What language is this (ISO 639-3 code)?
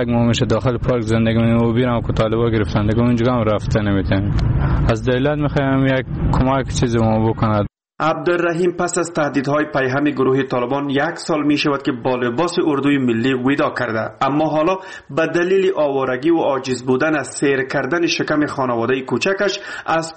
fas